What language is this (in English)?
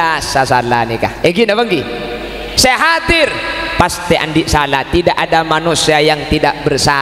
Madurese